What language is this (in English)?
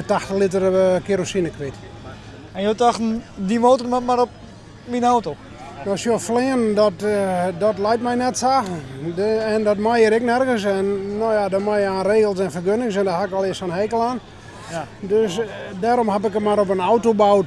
Western Frisian